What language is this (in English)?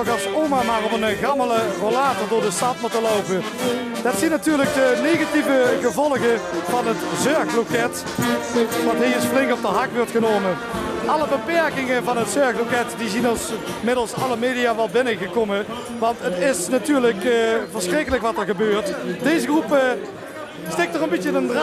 Limburgish